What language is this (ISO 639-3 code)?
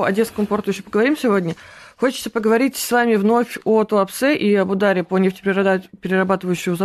rus